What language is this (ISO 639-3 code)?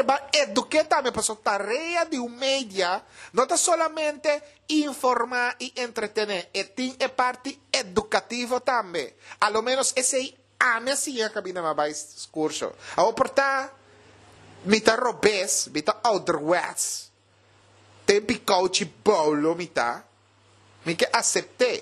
pap